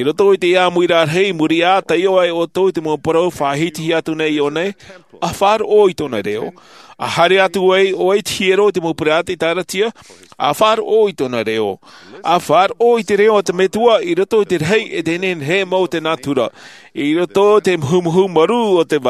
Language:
Tahitian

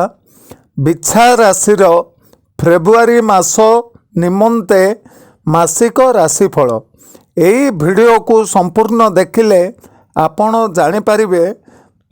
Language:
Odia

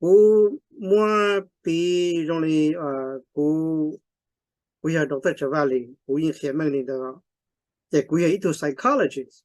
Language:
Hmong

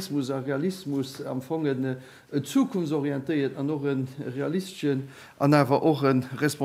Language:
Luxembourgish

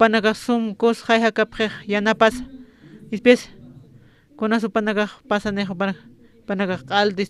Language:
Aymara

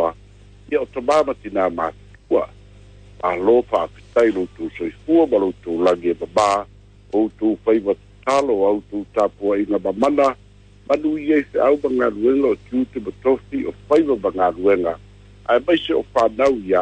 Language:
Samoan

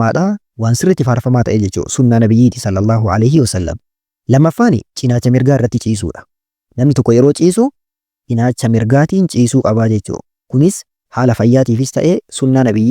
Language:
Oromo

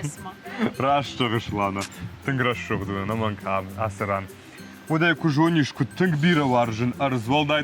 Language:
Ossetic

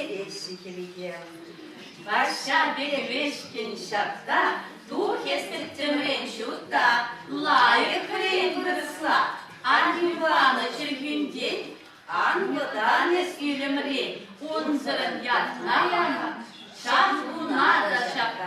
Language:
Chuvash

